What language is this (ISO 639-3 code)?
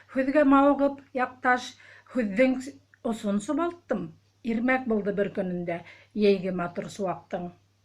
bak